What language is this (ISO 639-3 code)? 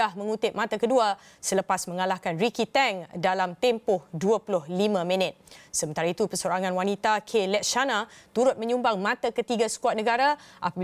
msa